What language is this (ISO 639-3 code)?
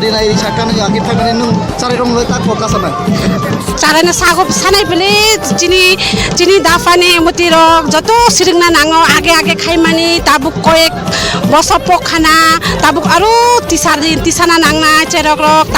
trp